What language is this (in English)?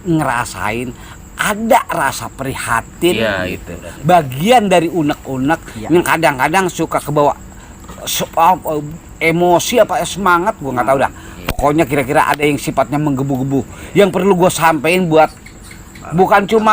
Betawi